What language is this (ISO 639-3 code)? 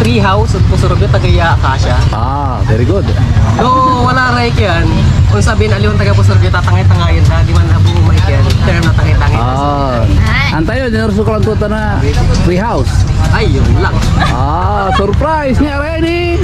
pag